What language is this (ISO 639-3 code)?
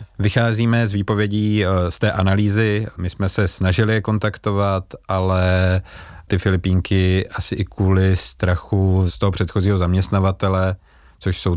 ces